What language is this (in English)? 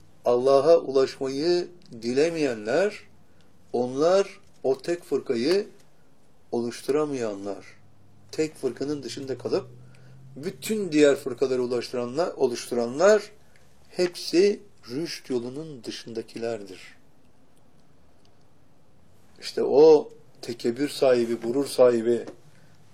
Turkish